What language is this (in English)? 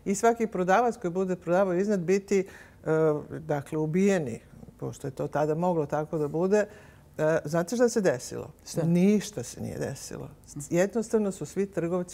Serbian